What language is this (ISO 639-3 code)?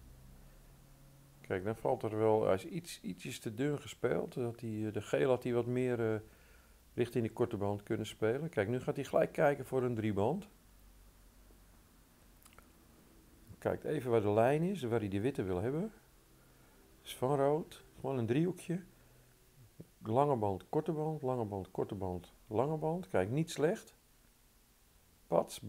nld